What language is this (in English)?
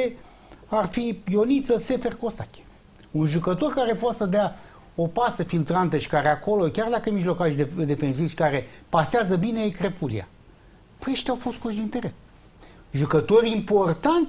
Romanian